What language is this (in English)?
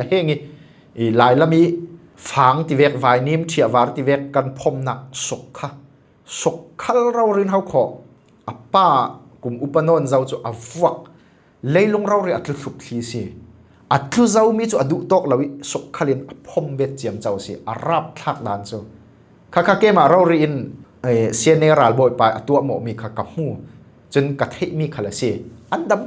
Falam Chin